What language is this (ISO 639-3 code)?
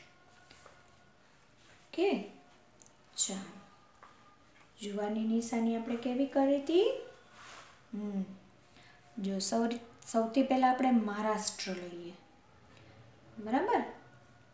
guj